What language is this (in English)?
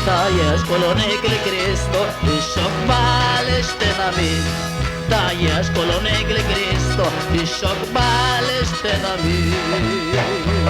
Kekchí